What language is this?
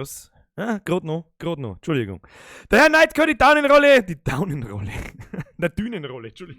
Bavarian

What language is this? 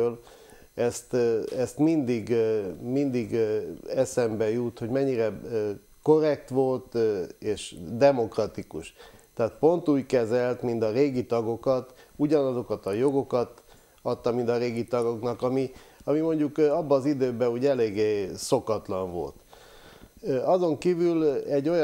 Hungarian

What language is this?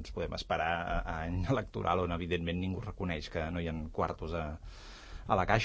Catalan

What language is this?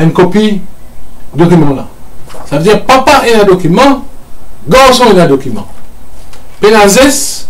Morisyen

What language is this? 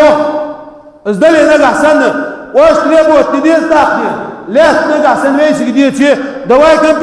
Ingush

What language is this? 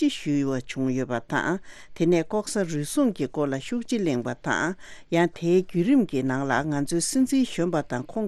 Tibetan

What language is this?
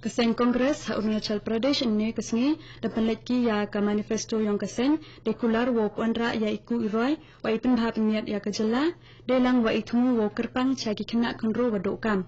Khasi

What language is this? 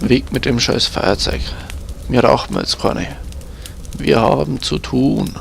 Bavarian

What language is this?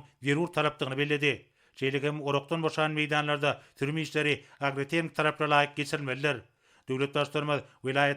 Turkmen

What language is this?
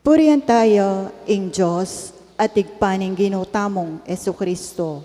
Pampanga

